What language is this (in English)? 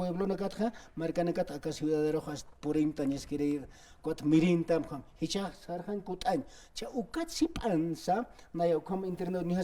Aymara